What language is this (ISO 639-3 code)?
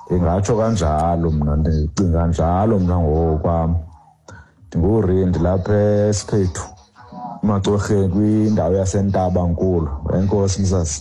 xho